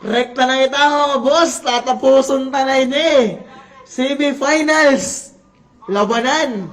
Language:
Waray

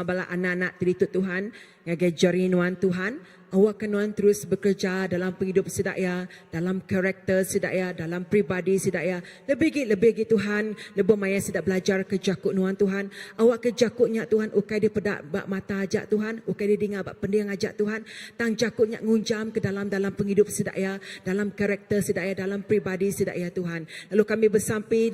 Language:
Iban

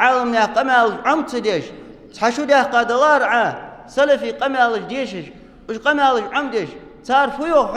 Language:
Ingush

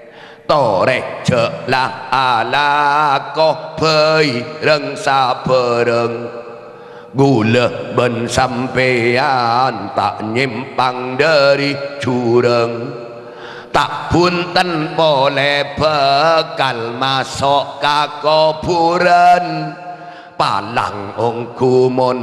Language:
Madurese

